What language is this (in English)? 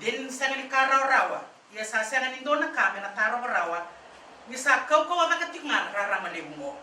Fijian